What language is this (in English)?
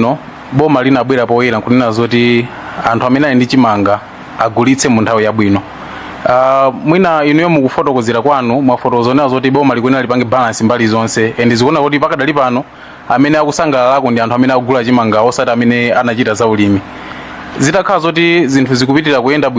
Nyanja